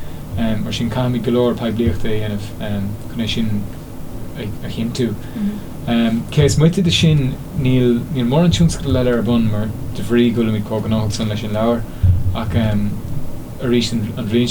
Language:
Irish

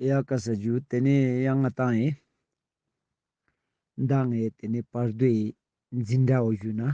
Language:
Ladakhi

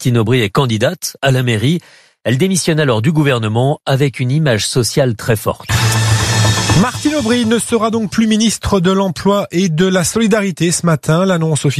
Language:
French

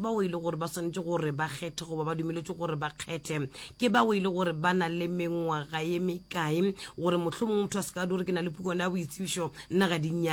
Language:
Northern Sotho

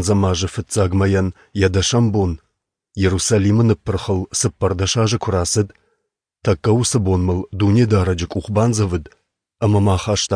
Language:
Ossetic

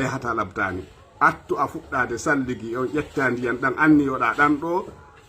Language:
Fula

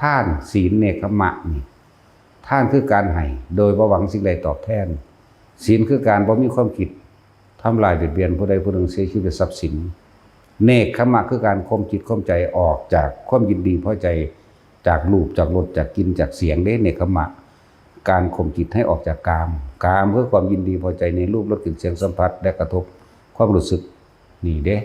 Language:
Lao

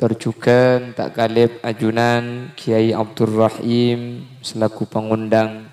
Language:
Madurese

